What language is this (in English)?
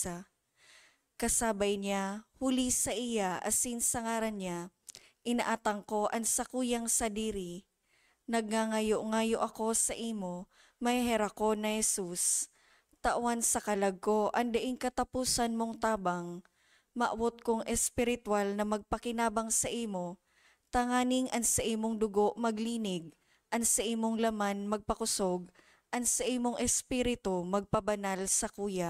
Bikol